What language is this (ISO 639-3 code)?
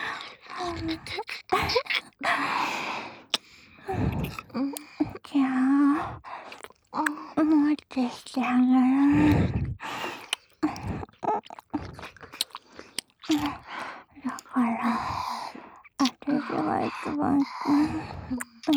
jpn